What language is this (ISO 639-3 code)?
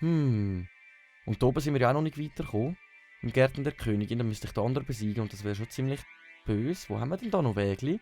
gsw